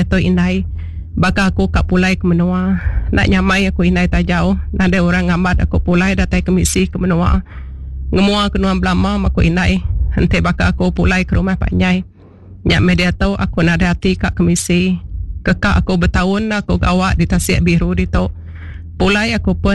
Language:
Iban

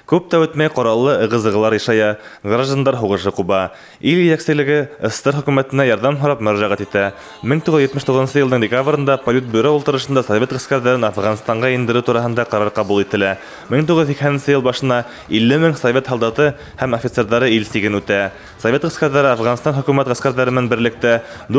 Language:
Bashkir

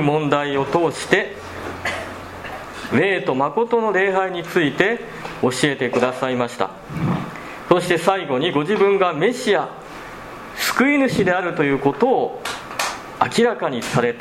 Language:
Japanese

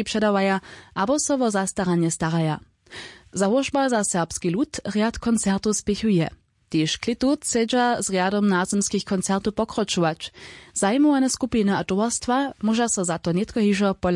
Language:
Upper Sorbian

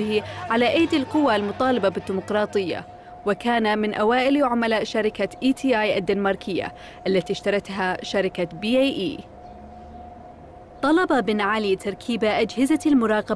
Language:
Arabic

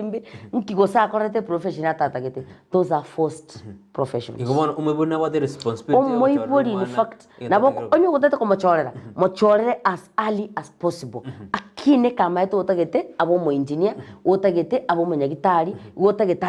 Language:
Gusii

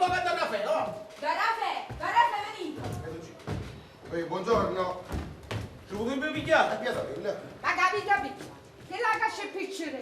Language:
Neapolitan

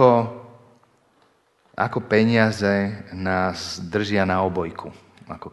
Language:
Slovak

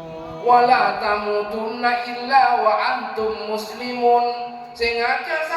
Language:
Madurese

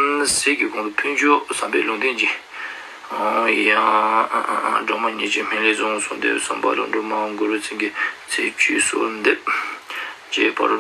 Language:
Ladakhi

